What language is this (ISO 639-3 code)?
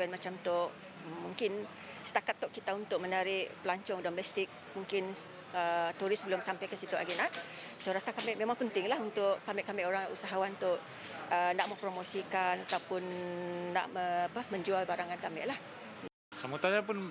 msa